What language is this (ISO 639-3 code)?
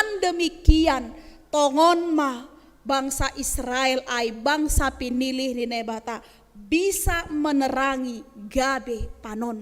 bts